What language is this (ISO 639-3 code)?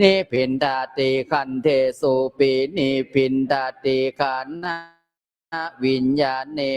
pli